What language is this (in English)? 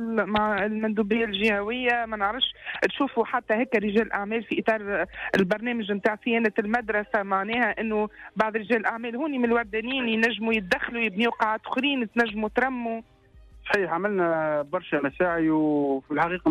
Tunisian Arabic